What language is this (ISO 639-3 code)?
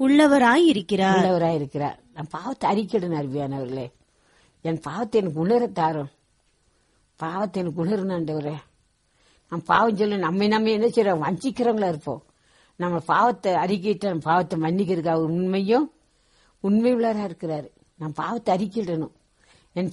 tam